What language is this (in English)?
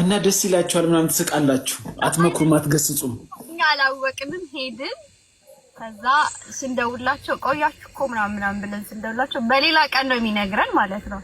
Amharic